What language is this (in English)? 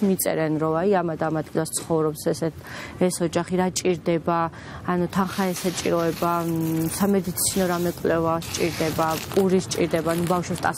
Georgian